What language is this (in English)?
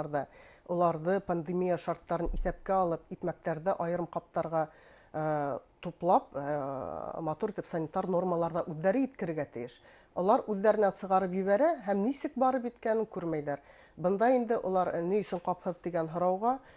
Bashkir